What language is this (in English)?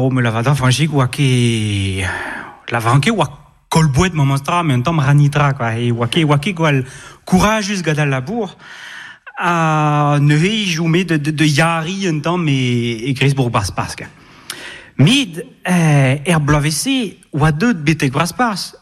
Breton